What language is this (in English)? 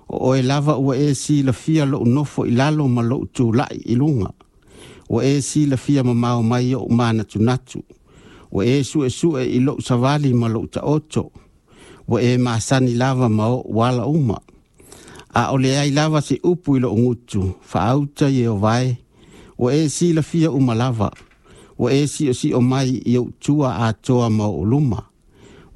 Samoan